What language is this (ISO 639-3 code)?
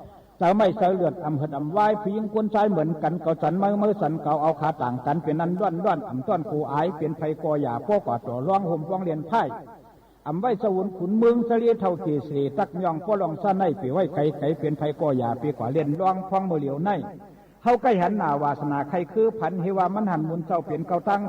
shn